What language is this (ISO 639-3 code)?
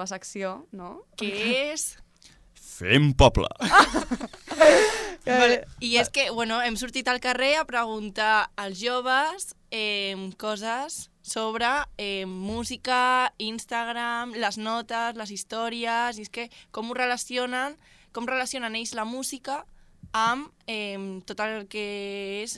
cat